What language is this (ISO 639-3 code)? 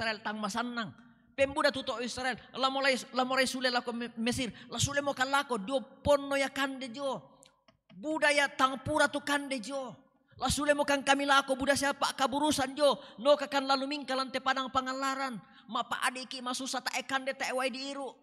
sda